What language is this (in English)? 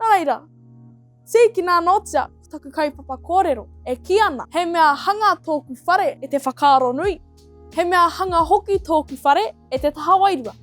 Māori